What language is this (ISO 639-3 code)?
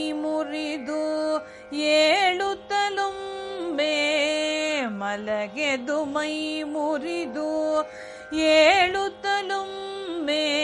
kan